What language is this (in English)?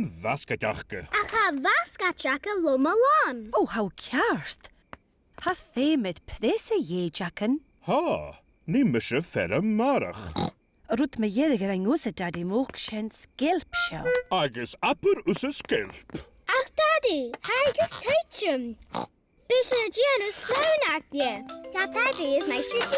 Scottish Gaelic